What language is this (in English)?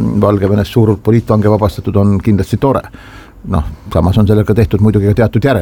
Estonian